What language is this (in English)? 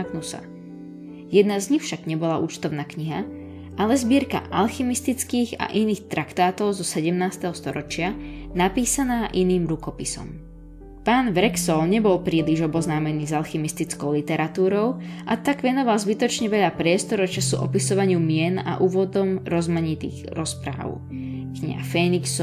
Slovak